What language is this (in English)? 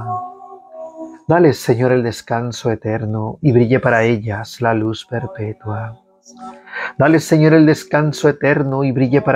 Spanish